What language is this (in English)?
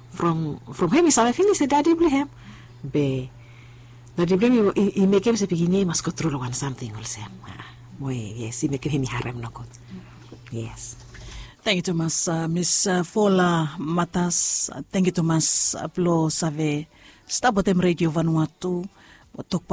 Bislama